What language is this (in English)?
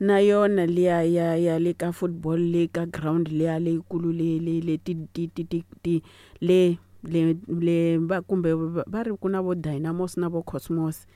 Tsonga